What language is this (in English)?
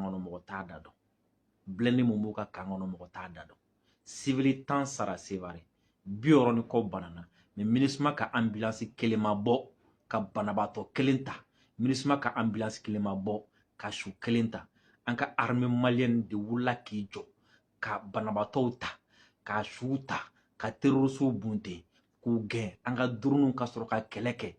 Bambara